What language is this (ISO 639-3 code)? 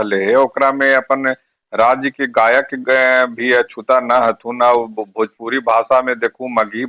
mag